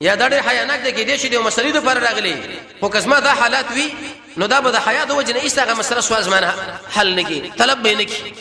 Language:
Pashto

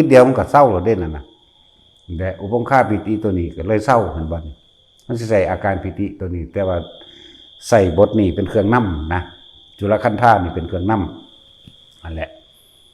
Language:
Northeastern Thai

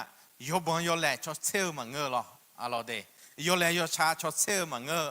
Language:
Akha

